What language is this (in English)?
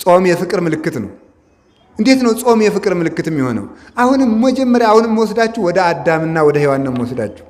Amharic